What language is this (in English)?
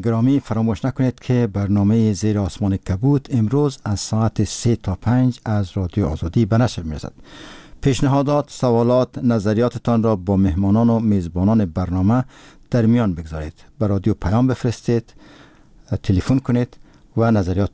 Persian